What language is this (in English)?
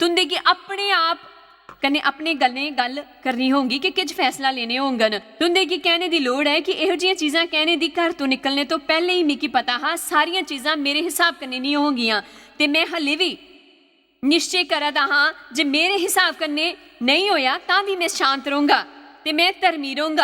Dogri